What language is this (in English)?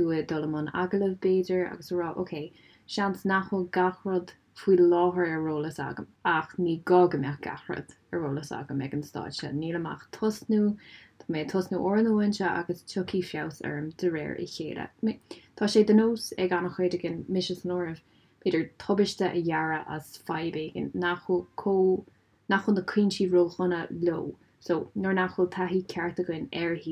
Irish